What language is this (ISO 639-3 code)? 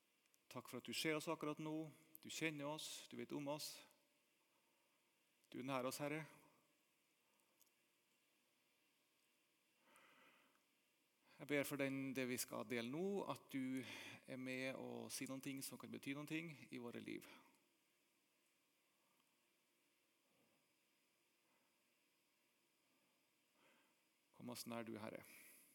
nor